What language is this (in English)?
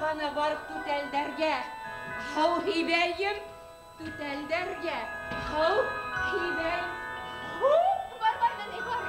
Bashkir